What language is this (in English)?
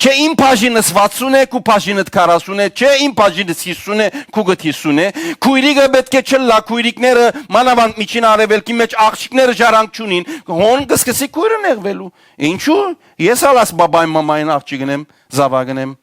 Western Armenian